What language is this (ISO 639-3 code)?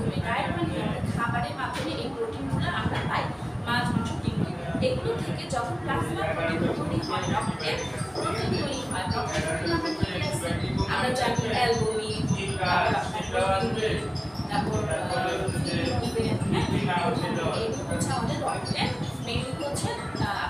ben